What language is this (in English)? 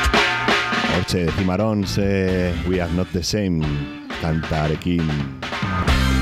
Basque